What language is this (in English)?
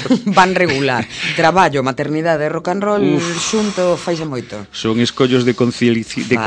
Galician